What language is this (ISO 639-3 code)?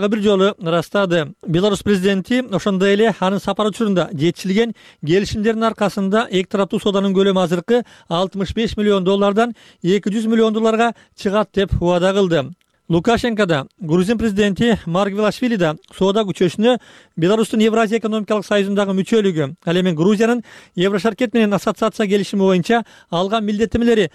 kir